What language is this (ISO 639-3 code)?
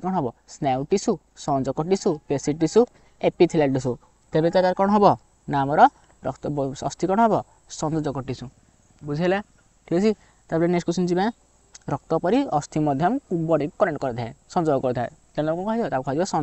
ori